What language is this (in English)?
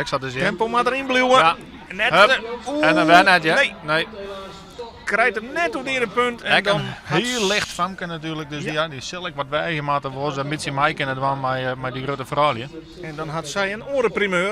Western Frisian